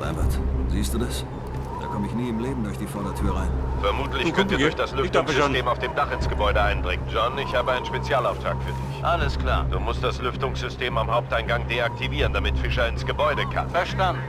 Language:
Bavarian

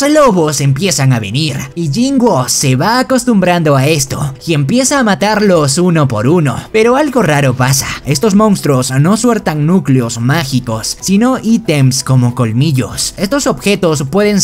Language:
Spanish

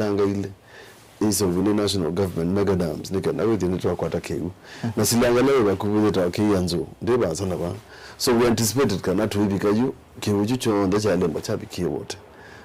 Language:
Kamba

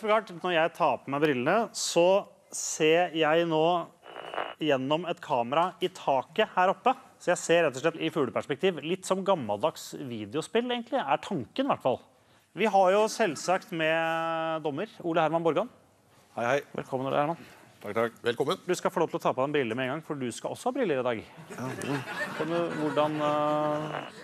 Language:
Norwegian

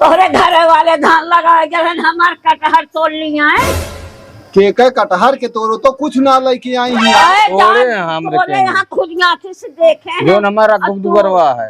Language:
Awadhi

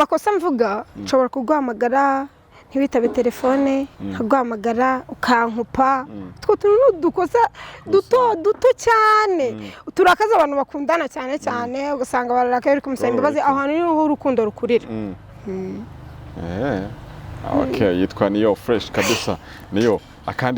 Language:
Kinyarwanda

